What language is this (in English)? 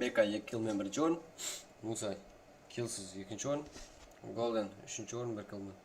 Kara-Kalpak